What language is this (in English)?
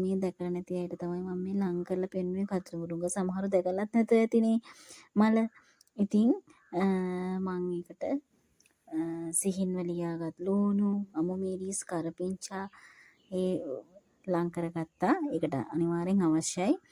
Sinhala